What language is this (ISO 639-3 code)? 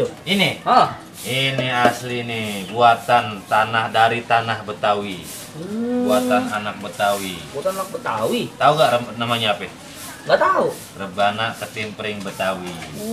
bew